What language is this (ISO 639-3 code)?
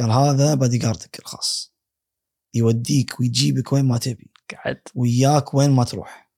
afb